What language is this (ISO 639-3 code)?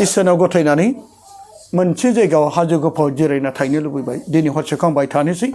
brx